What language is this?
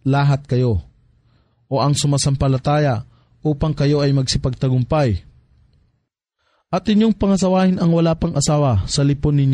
Filipino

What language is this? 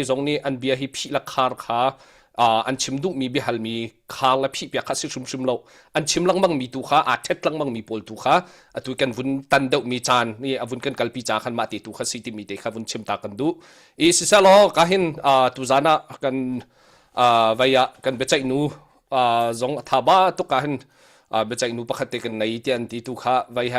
Hakha Chin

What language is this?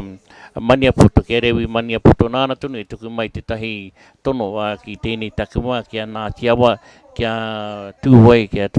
Māori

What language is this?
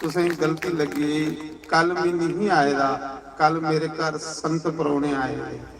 Dogri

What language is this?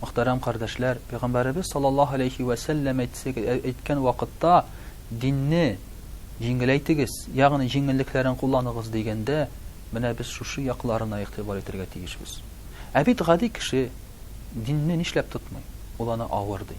Tatar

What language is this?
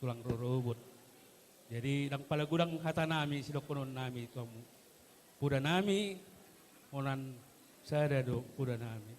Batak Toba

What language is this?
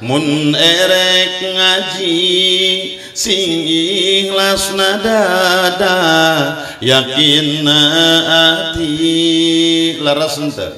Sundanese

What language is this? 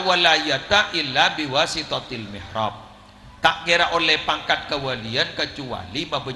Madurese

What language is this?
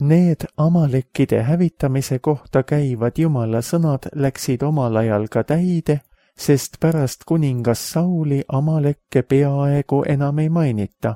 Estonian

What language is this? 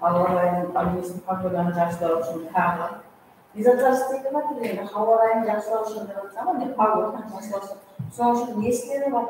Kara-Kalpak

